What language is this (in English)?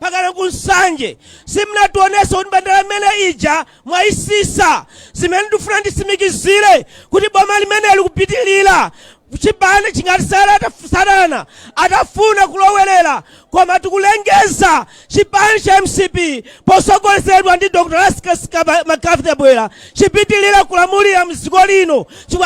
Nyanja